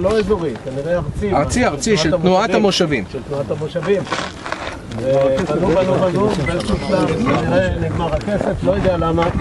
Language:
Hebrew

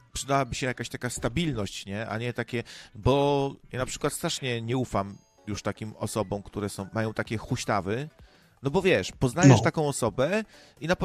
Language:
Polish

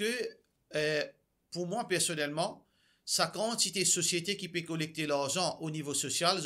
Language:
Morisyen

